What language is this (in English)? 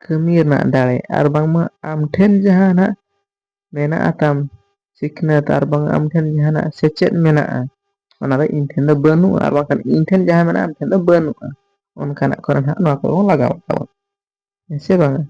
Santali